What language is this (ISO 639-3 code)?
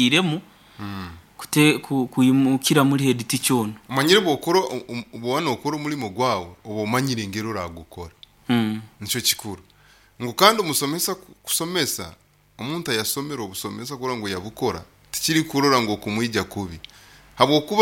nyo